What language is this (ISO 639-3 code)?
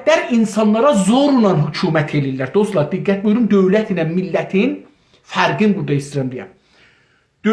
azb